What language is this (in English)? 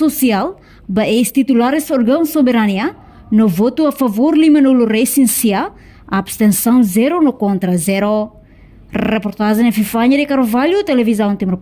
Tetum